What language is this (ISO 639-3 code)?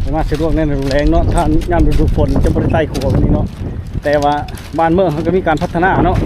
lao